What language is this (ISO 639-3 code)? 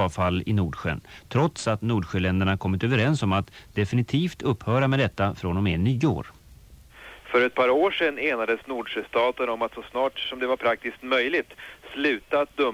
swe